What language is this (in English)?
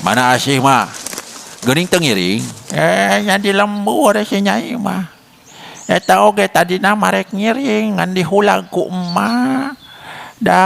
Sundanese